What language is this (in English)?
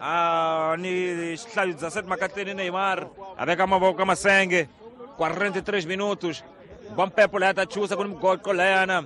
Tsonga